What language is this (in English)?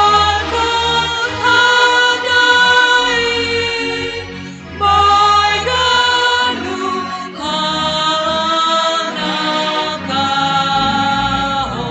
Batak Simalungun